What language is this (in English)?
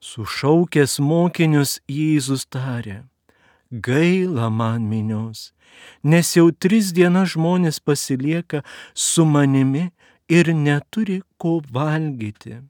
Lithuanian